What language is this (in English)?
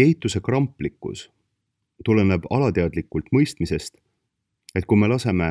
Estonian